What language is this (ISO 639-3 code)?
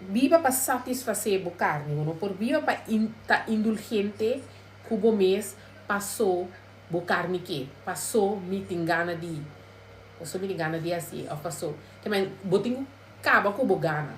pap